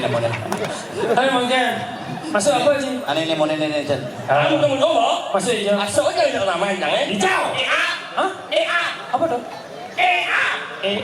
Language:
Balinese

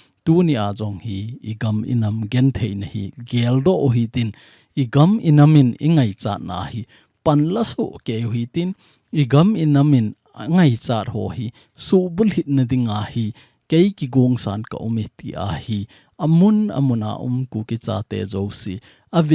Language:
Thado Chin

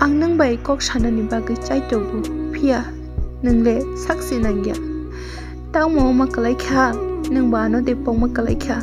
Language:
Kok Borok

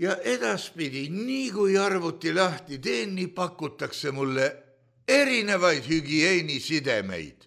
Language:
Estonian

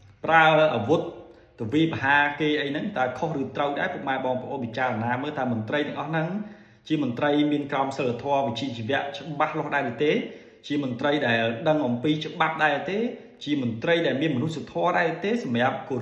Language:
Khmer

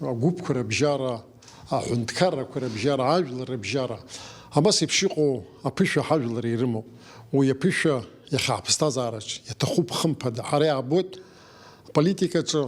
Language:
Abkhazian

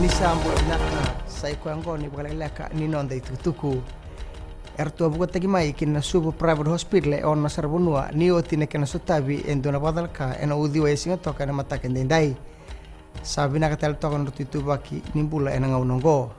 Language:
Fijian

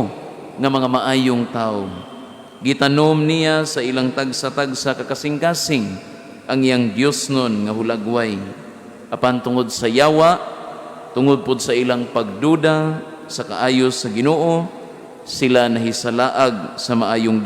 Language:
Cebuano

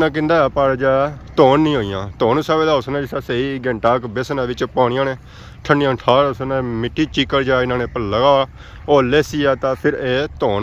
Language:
Pahari-Potwari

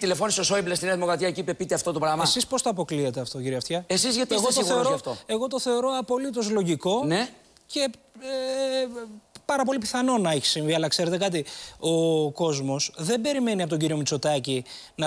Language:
Greek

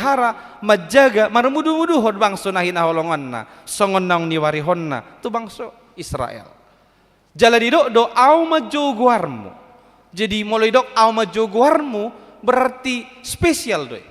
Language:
Batak Toba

